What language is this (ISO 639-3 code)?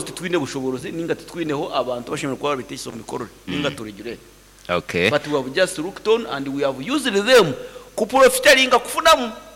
nyn